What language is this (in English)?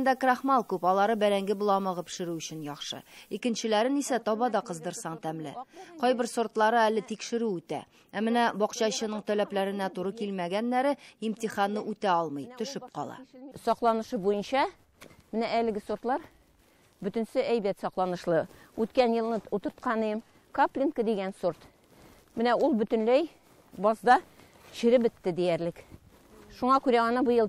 Tatar